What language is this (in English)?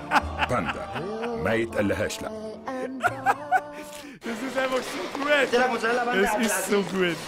Bavarian